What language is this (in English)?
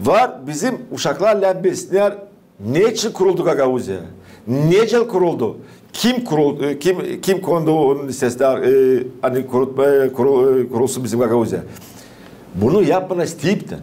Gagauz